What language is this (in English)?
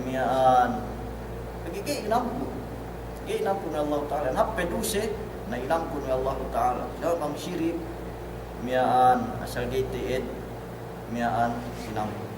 Yakan